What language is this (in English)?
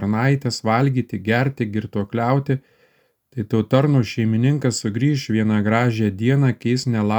Lithuanian